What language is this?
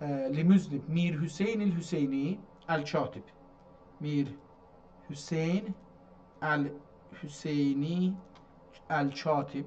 South Azerbaijani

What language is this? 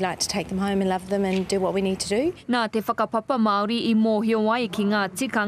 Māori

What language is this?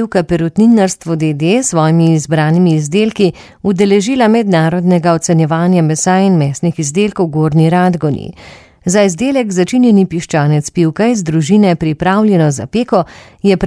Slovenian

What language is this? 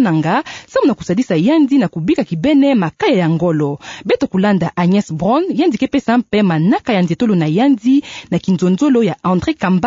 Kituba (Democratic Republic of Congo)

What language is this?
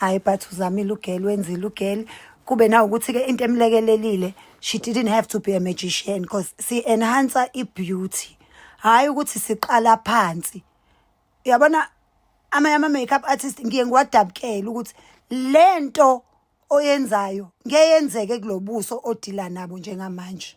Zulu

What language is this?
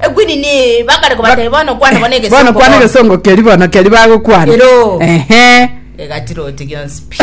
Gusii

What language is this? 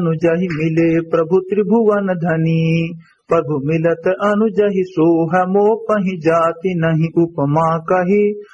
Awadhi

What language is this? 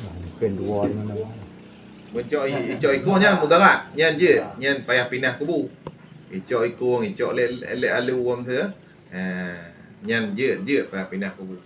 Achinese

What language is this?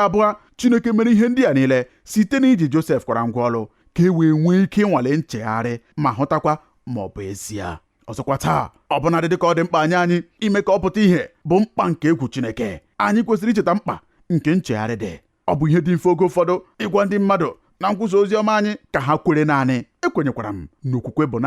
Igbo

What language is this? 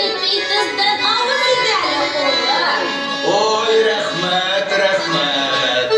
Bashkir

